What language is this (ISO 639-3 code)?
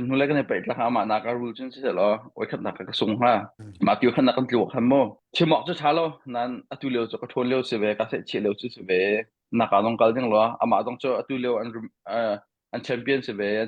cnh